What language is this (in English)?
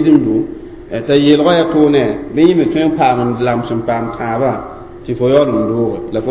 Mossi